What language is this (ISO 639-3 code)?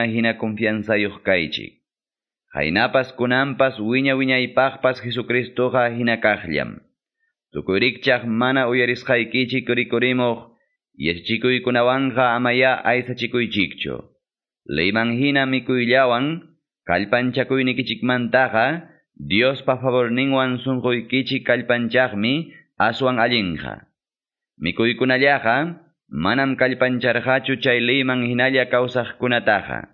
que